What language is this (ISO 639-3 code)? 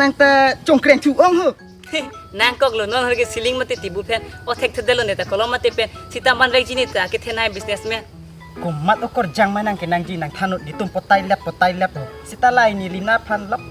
mjw